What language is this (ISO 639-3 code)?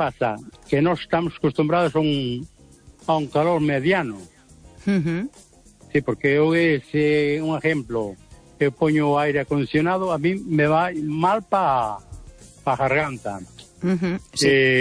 glg